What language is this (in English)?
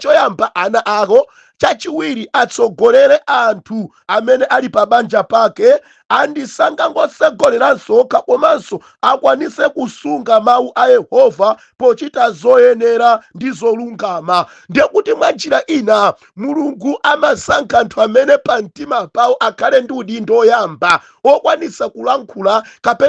Nyanja